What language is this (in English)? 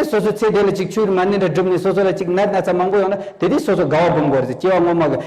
Tibetan